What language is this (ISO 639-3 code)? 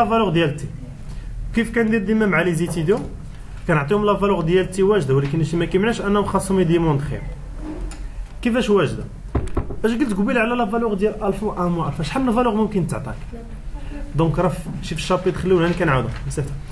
ary